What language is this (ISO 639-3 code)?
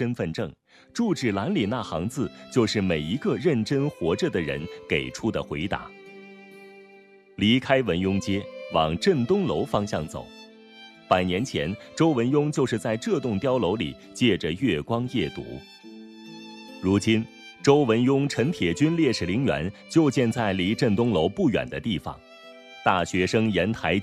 zho